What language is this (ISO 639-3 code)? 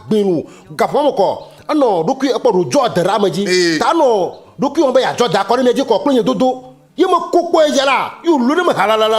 ewe